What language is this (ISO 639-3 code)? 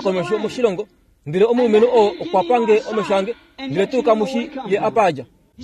kua